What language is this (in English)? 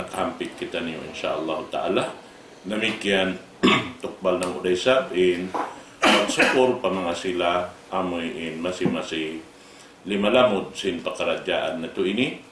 Tausug